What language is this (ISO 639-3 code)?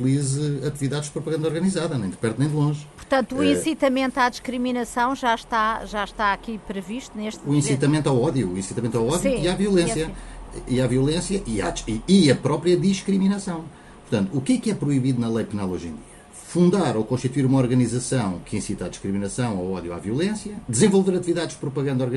por